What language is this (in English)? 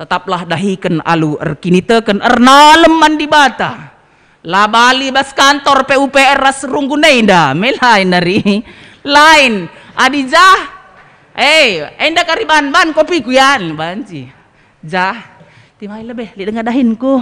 Batak Karo